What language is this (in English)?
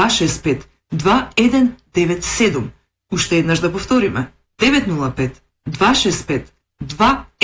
Macedonian